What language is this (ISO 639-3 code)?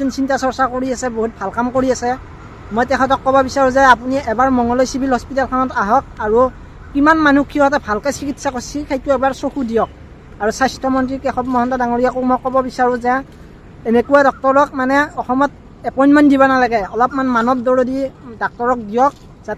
asm